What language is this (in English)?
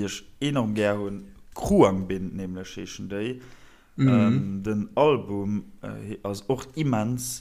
Luxembourgish